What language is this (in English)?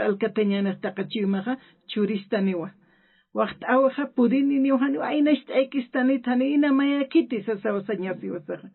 Aymara